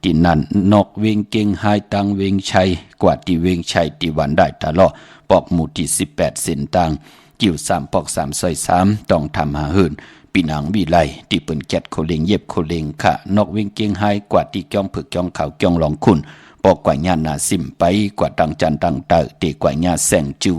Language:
Shan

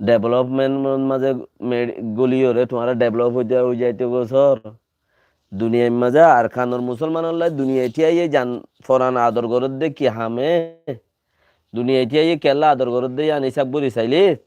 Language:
Rohingya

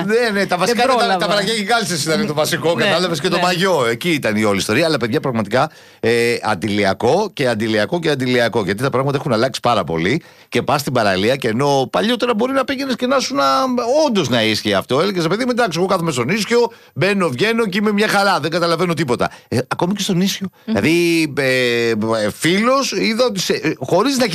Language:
Greek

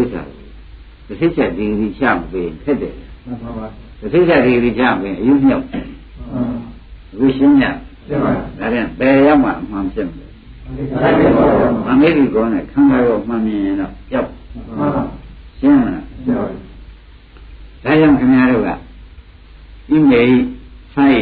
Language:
Burmese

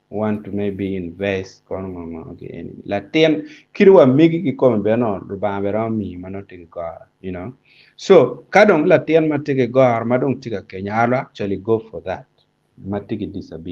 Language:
Acoli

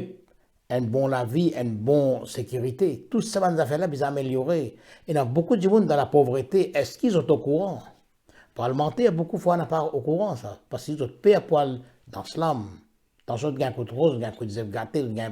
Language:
Morisyen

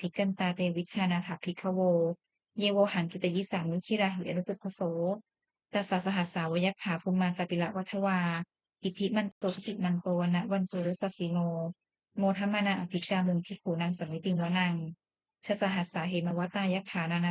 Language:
Pali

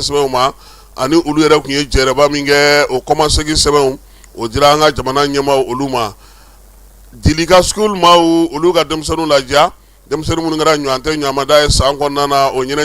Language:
Bambara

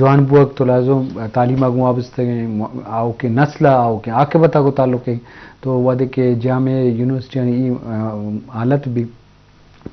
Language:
Eastern Balochi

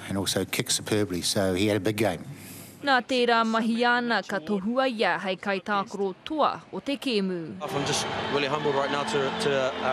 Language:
Māori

